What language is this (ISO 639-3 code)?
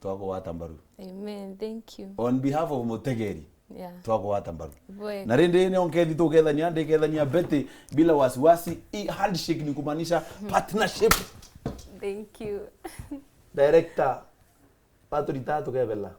mer